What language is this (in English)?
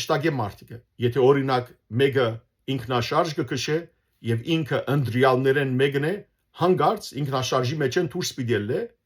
Western Armenian